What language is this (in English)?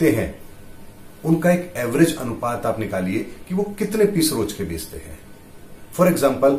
Hindi